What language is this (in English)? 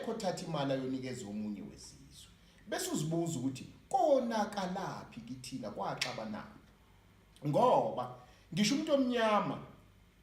Zulu